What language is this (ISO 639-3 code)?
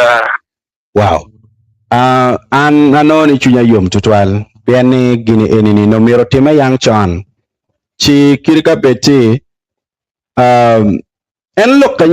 ach